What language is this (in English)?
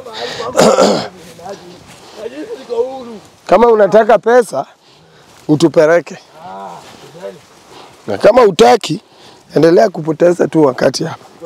Swahili